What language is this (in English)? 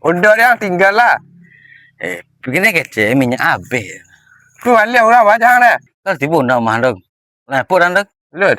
Minangkabau